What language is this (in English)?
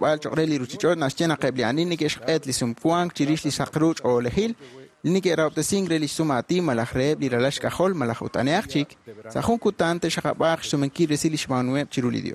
Kekchí